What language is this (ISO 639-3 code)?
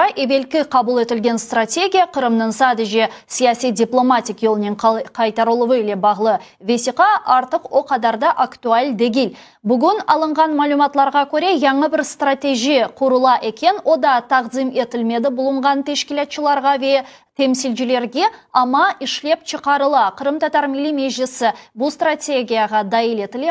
crh